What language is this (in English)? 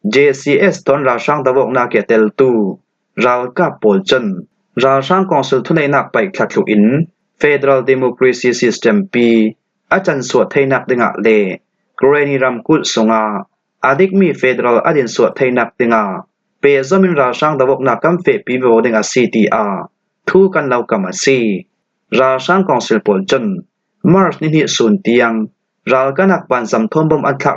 Falam Chin